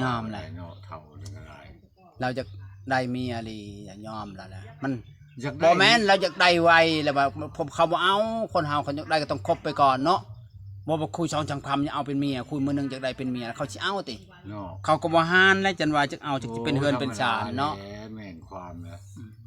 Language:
Lao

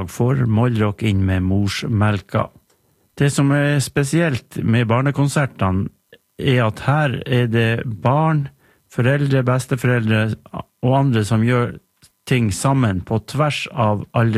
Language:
Norwegian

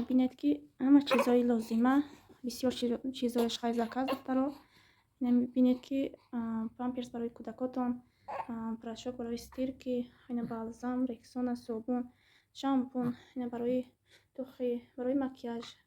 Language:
Tajik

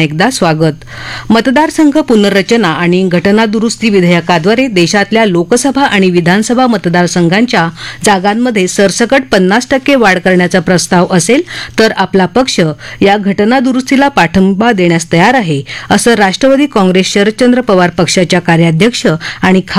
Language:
Marathi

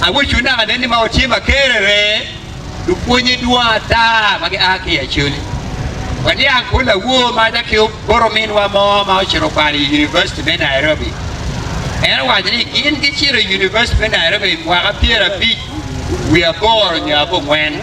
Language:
Acoli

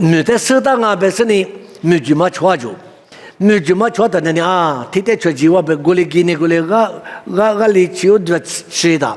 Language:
Lisu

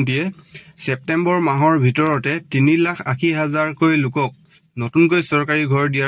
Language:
Assamese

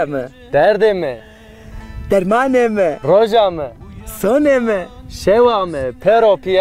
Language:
Zaza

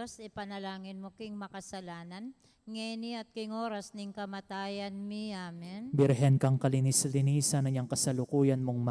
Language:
Pampanga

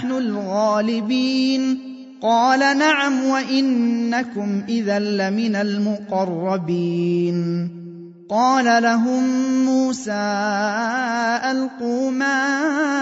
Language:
Arabic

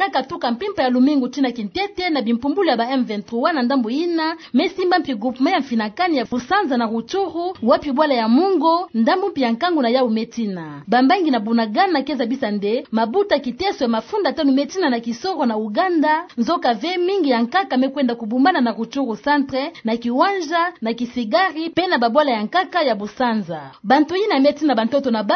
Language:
Kituba (Democratic Republic of Congo)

